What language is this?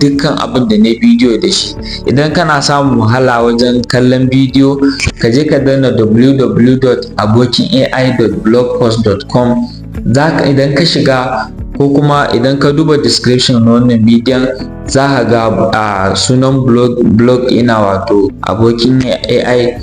Hausa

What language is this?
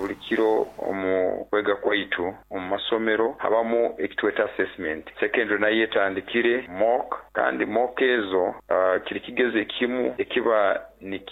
Nyoro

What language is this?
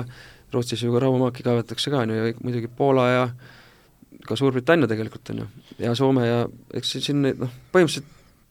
Estonian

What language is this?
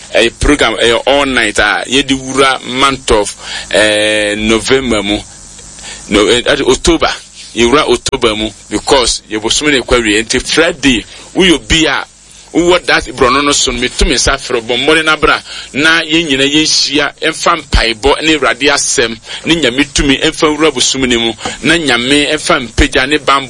Akan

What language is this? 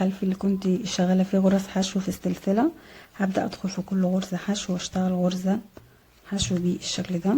Egyptian Arabic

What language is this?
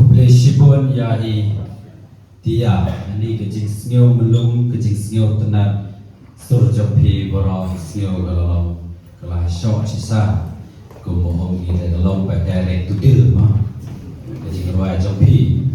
Khasi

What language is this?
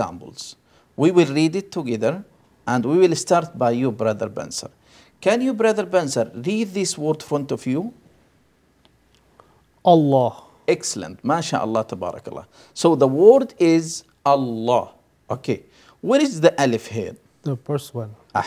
English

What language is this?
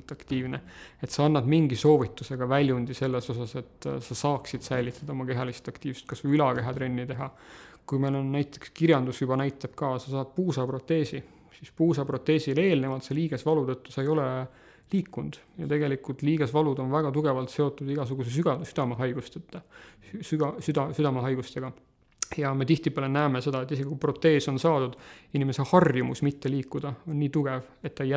Estonian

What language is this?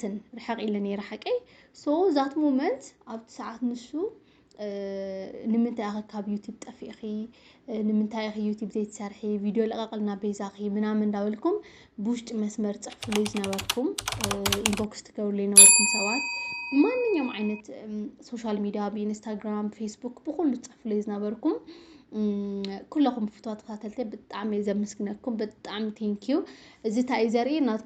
Tigrinya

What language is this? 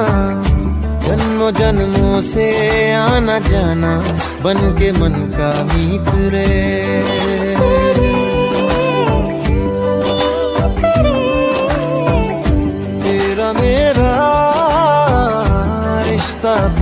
Hindi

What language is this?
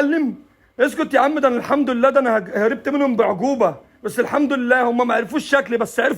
Egyptian Arabic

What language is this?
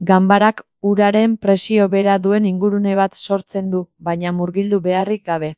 Basque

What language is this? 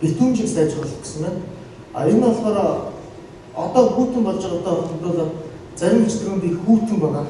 Mongolian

